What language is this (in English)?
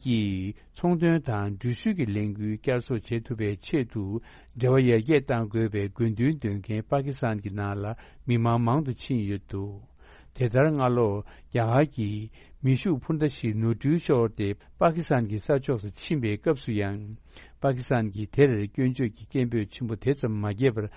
Tibetan